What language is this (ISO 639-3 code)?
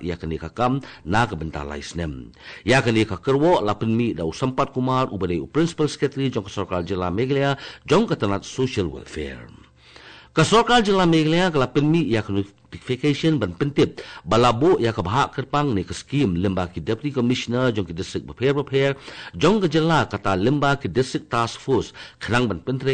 kha